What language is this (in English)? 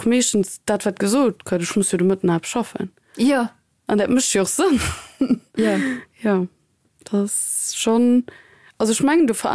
Luxembourgish